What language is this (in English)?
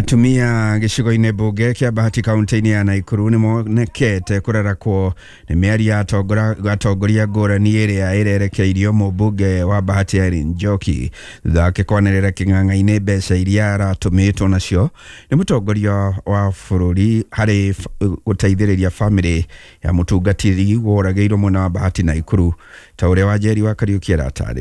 Kikuyu